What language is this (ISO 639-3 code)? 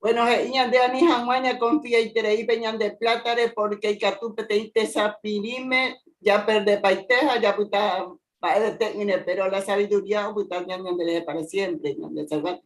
grn